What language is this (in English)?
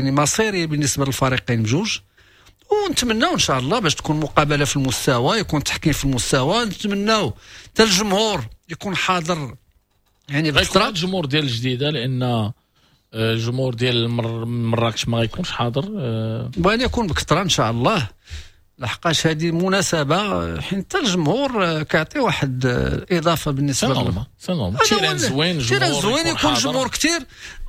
Moroccan Arabic